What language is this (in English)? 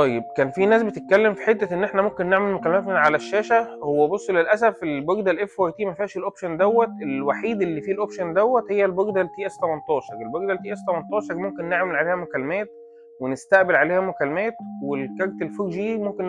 Egyptian Arabic